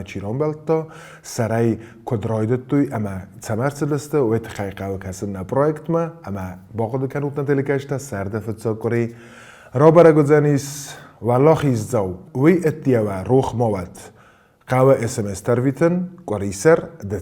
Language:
Ossetic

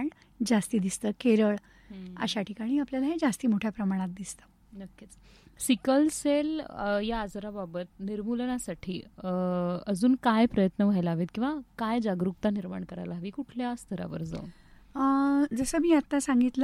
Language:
Marathi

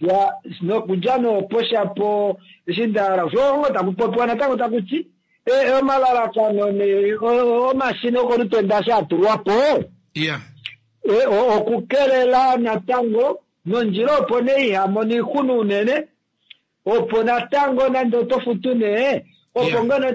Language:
Kuanyama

